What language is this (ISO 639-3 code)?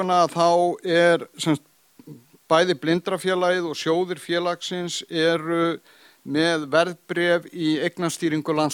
isl